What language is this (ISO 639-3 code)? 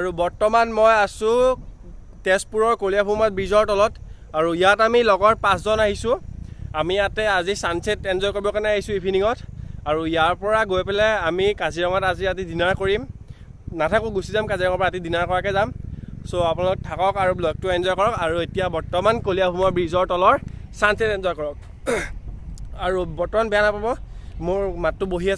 asm